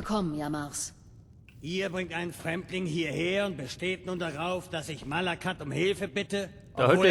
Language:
Bavarian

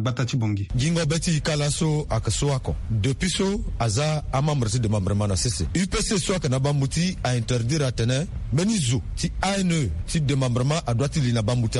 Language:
Sango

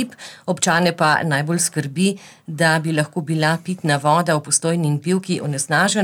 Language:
Slovenian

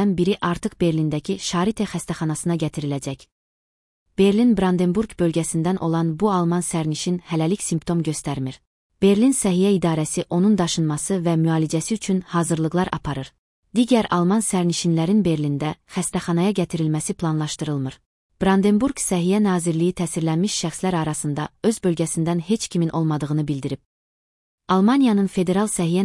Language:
Azerbaijani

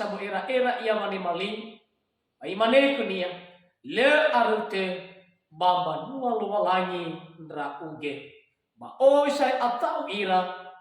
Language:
Nias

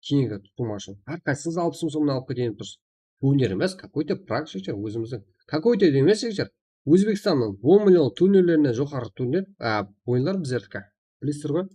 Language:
Kara-Kalpak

